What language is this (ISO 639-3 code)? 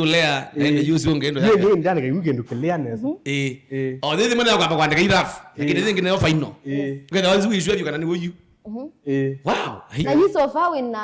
kam